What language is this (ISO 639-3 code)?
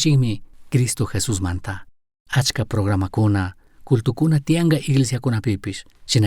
qug